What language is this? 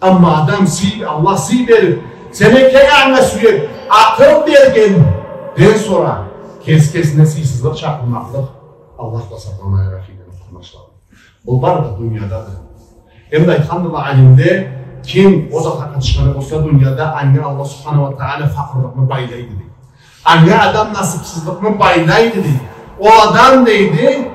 Karachay-Balkar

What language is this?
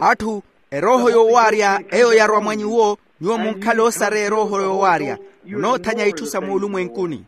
Makhuwa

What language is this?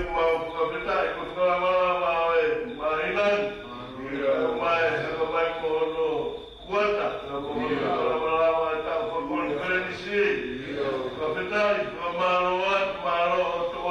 Tongan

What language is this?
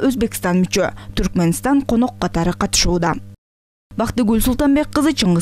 Kyrgyz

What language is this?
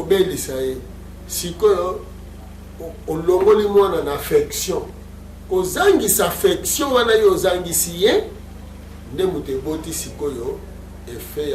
Lingala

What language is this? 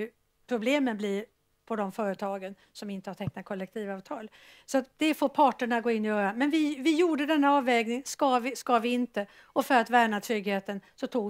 Swedish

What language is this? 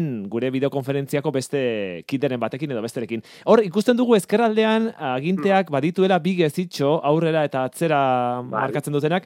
Basque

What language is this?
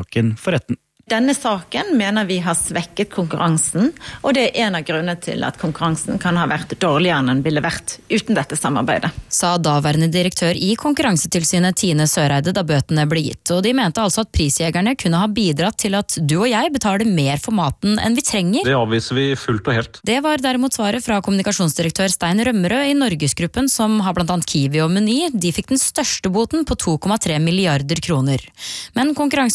Norwegian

